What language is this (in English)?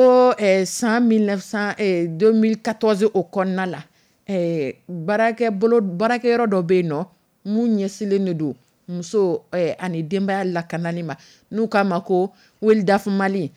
Dyula